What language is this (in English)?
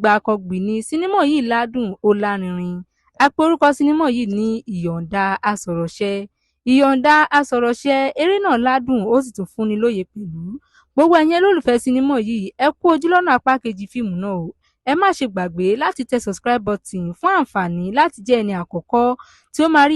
Yoruba